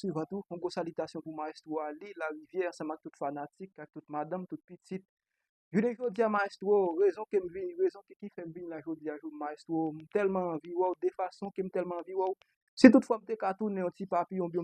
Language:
Haitian Creole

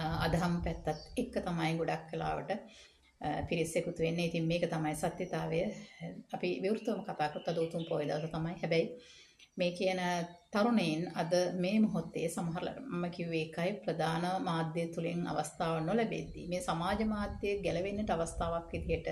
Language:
Sinhala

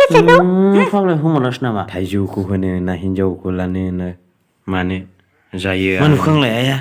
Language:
Bodo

